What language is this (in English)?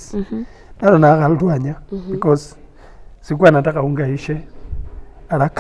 Masai